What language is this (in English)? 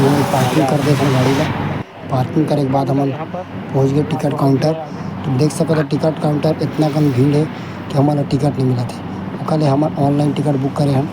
Chhattisgarhi